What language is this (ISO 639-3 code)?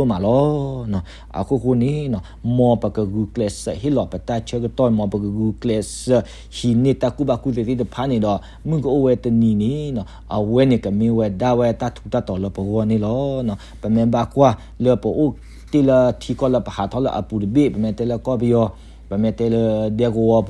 ksw